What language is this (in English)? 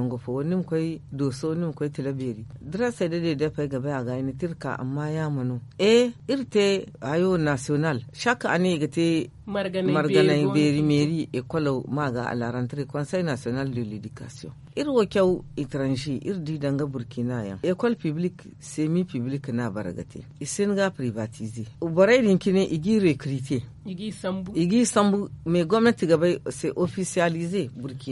Zarma